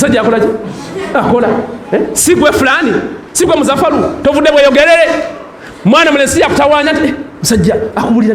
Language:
Ganda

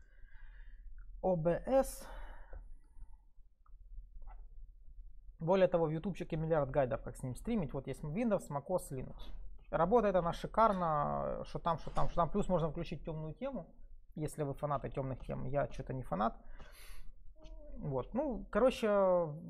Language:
Russian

